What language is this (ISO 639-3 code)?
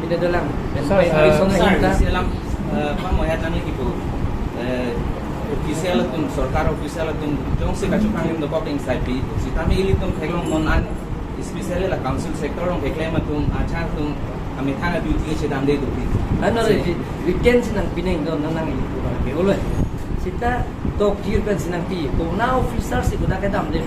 mjw